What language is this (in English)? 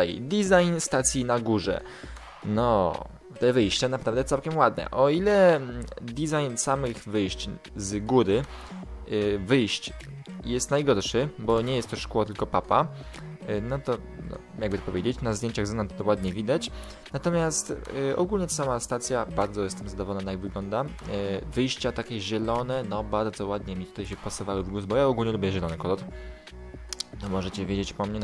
Polish